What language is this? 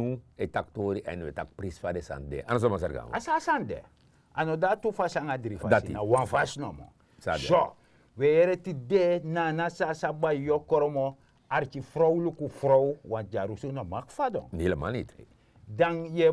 Sranan Tongo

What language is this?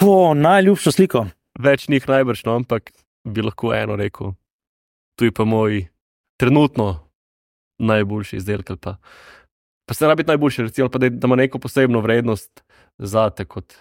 Slovenian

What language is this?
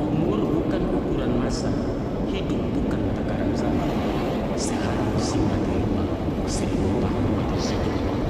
Minangkabau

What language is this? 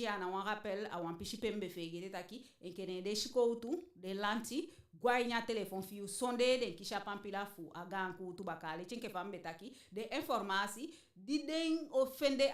Eastern Maroon Creole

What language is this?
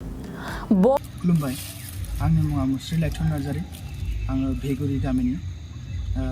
Bodo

